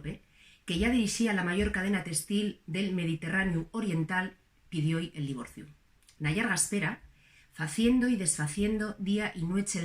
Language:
Asturian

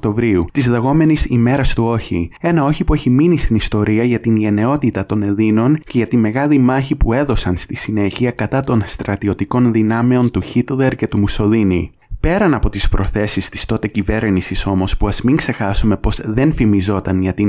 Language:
Greek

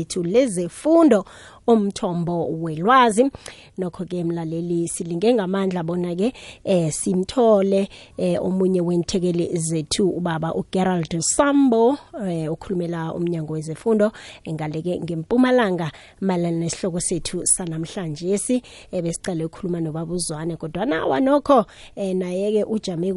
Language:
South Ndebele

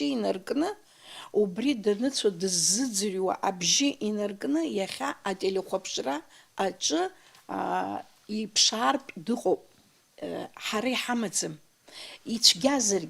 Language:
Abkhazian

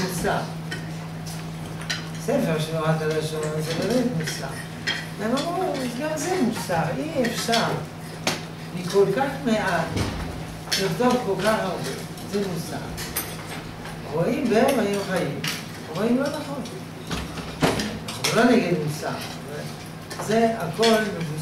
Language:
Hebrew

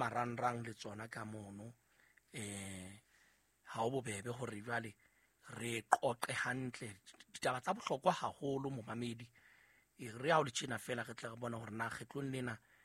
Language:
Southern Sotho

